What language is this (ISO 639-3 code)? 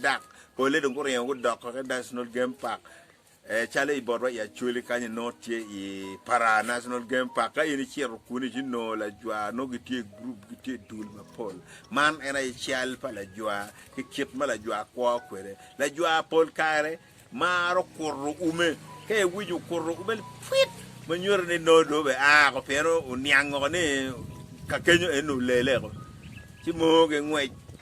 ach